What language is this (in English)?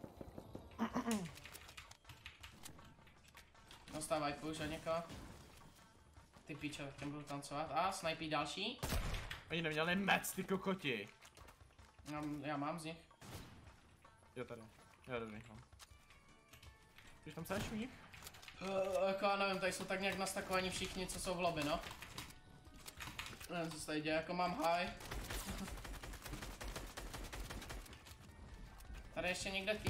Czech